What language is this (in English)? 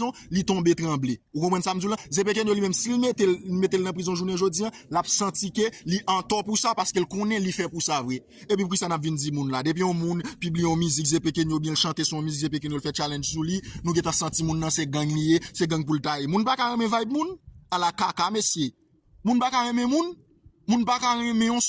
Haitian Creole